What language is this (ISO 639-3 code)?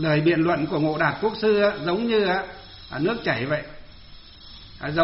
vie